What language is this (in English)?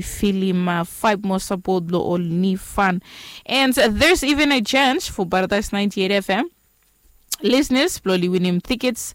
Bislama